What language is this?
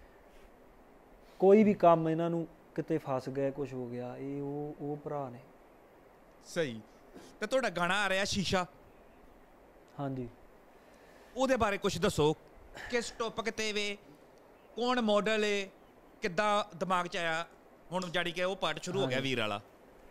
Punjabi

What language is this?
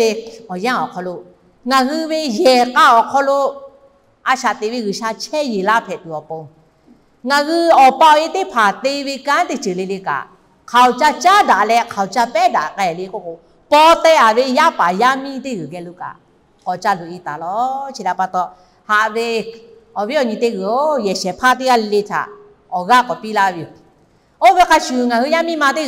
Lahu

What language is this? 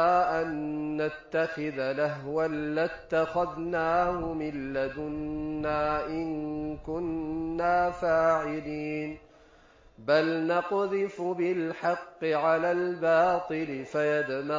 Arabic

